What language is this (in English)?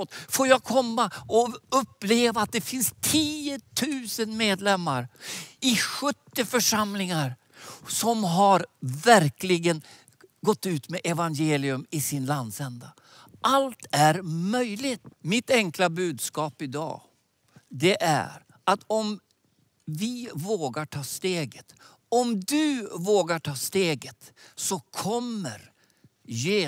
Swedish